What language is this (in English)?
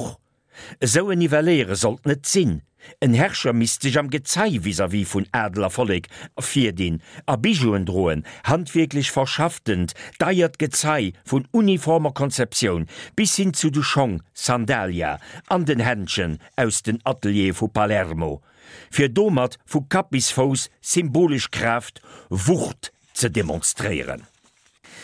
Luxembourgish